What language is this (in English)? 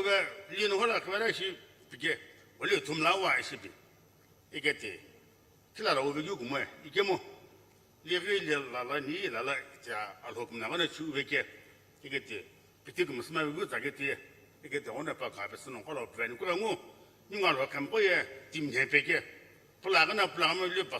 Sumi Naga